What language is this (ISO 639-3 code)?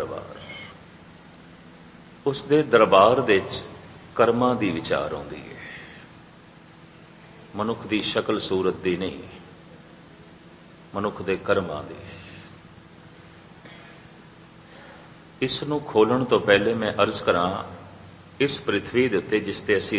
pan